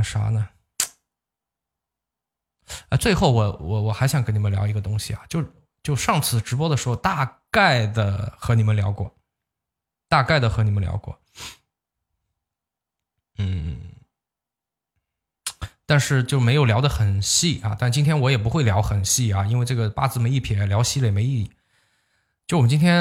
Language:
Chinese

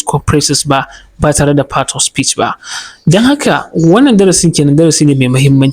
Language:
Hausa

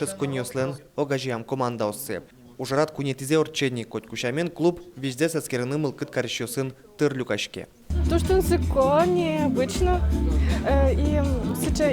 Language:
Udmurt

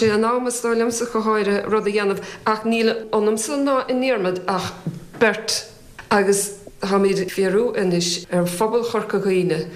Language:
Irish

